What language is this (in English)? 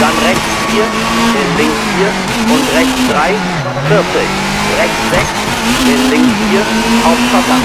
Bavarian